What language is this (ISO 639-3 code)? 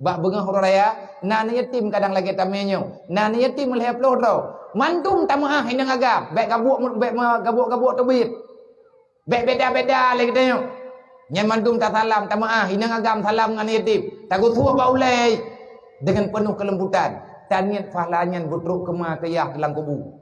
ace